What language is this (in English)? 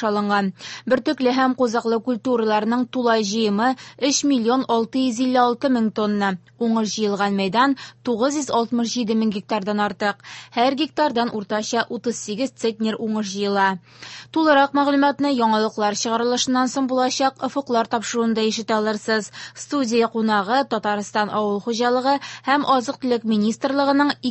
Tatar